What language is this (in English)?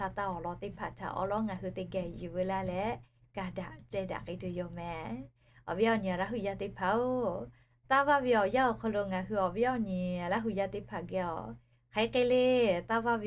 Lahu